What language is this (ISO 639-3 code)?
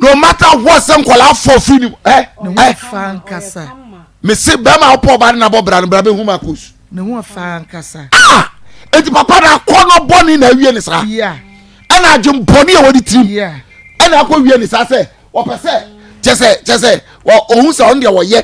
aka